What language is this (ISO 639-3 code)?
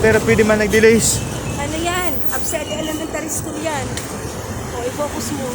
bik